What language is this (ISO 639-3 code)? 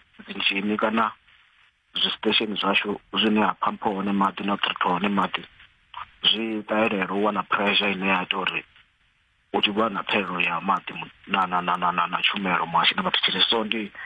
ven